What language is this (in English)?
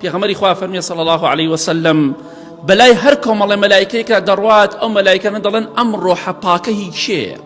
Central Kurdish